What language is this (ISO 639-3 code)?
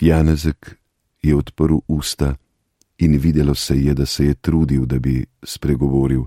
slv